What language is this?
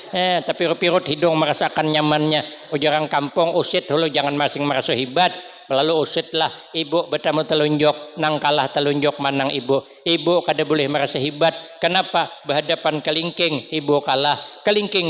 Banjar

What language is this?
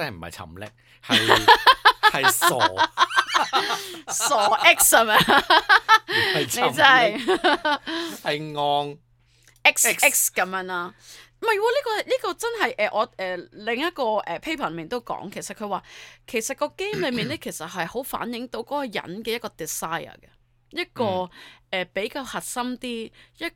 Cantonese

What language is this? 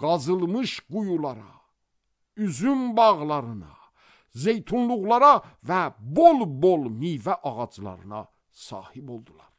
Azerbaijani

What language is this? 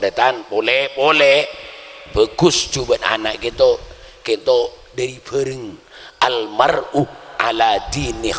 Madurese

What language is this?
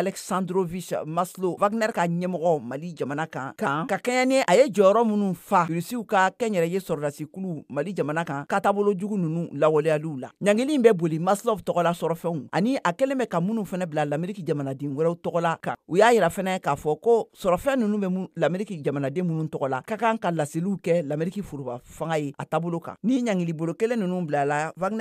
Bambara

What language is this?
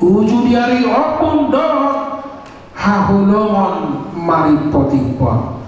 Batak Toba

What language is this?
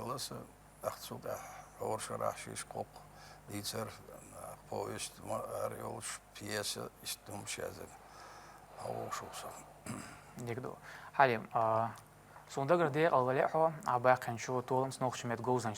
Chechen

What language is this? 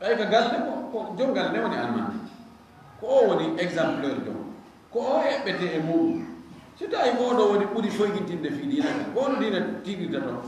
Fula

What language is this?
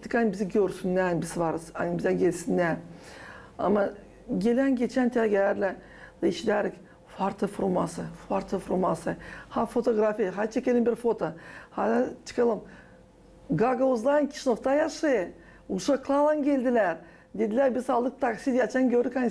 Gagauz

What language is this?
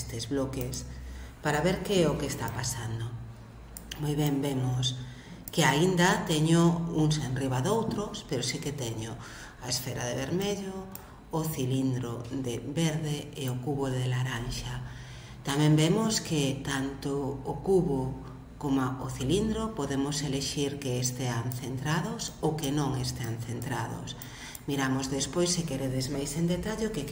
Galician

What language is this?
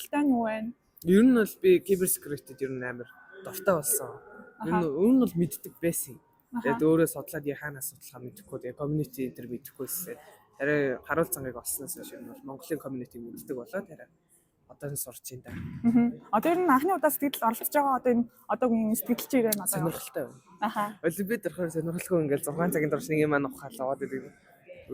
Mongolian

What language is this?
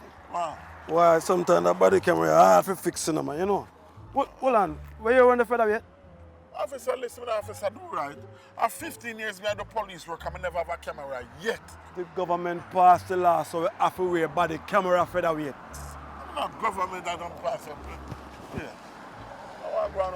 Jamaican Creole English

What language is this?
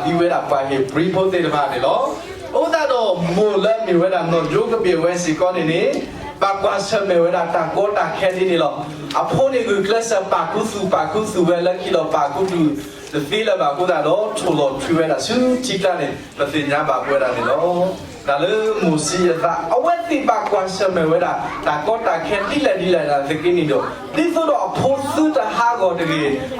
S'gaw Karen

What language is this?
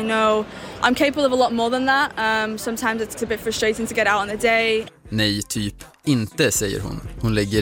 Swedish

